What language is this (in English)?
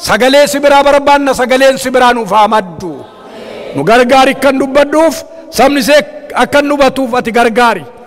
Oromo